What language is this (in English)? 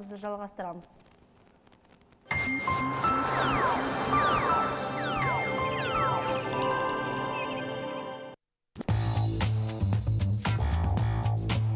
Kazakh